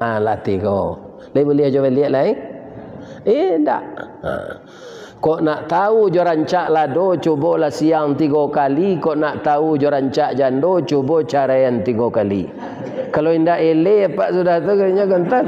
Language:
Minangkabau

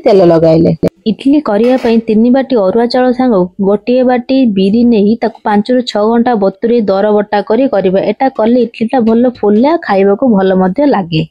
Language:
Odia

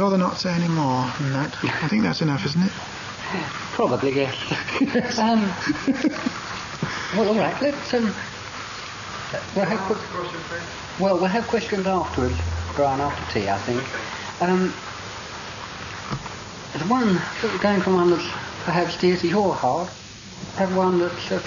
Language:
English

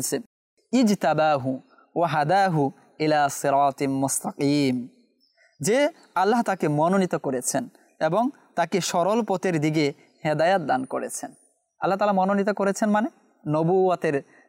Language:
Bangla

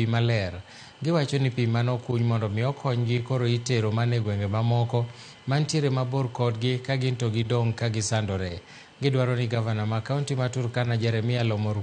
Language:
Luo (Kenya and Tanzania)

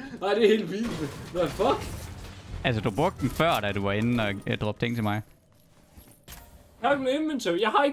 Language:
Danish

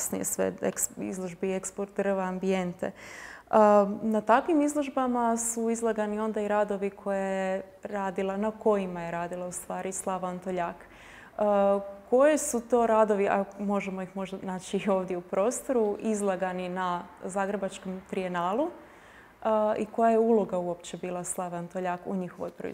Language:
Croatian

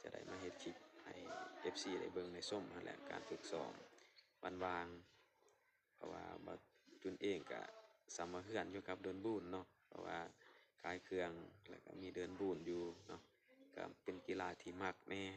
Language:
Lao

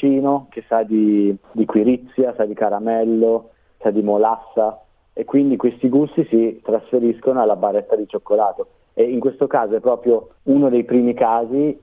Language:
Italian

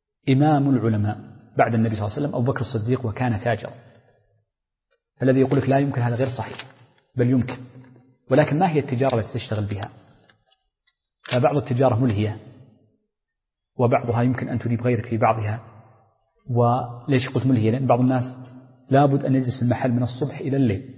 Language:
Arabic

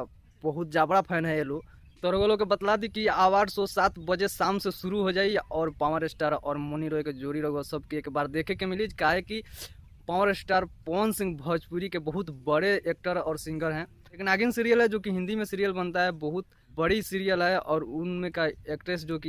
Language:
Bhojpuri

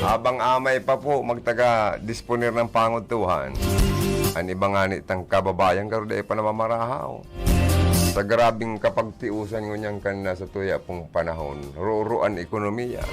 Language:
Bikol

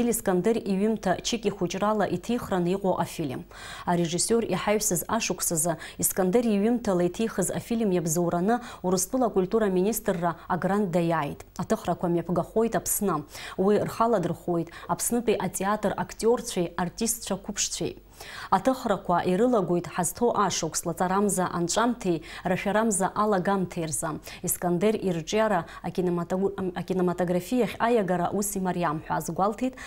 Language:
Abkhazian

